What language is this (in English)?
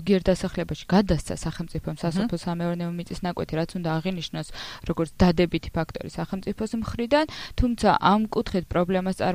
Georgian